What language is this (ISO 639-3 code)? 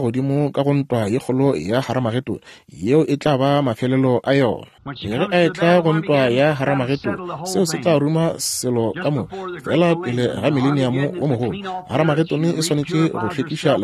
nso